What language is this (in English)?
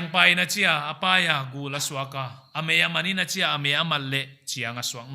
Paite Chin